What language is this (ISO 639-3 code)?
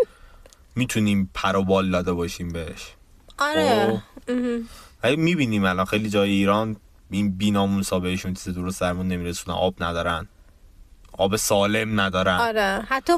fas